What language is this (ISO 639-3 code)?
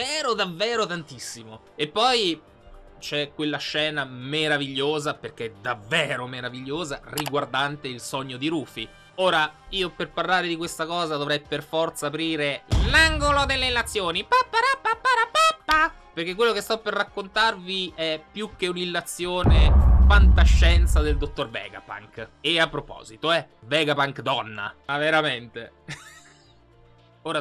ita